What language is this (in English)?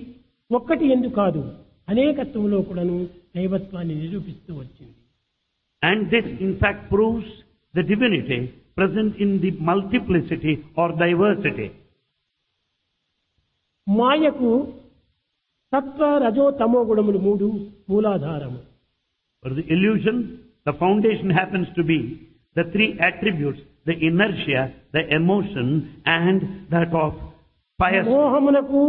Telugu